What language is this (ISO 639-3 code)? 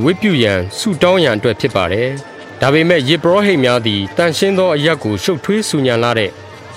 mya